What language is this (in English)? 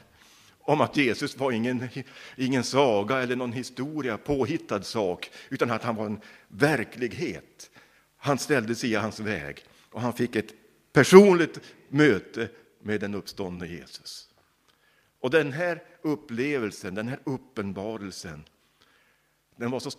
Swedish